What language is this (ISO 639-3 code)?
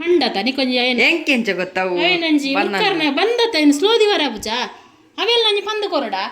tcy